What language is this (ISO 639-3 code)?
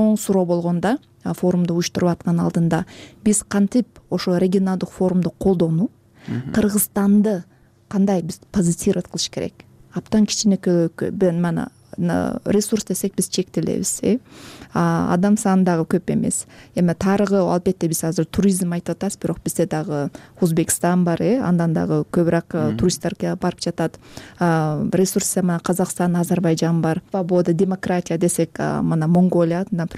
kir